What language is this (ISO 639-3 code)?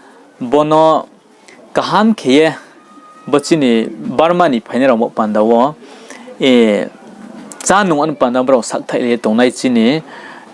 ria